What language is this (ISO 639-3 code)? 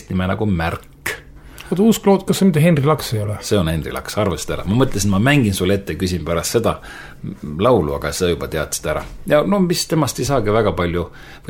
est